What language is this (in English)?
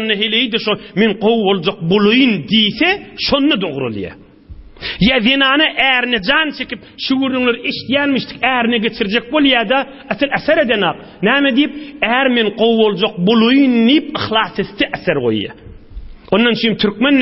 Turkmen